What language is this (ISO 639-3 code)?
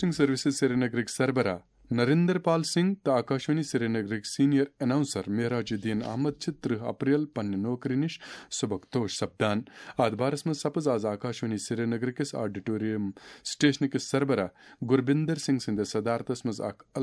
kas